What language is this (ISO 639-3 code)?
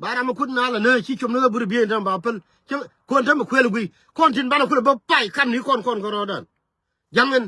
nus